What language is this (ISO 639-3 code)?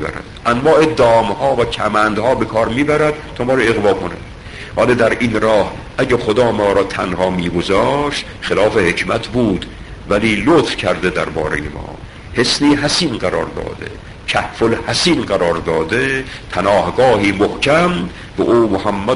fas